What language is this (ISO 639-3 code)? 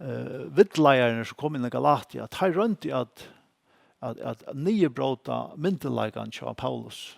fao